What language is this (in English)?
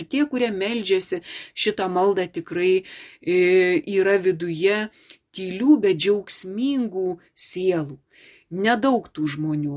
Lithuanian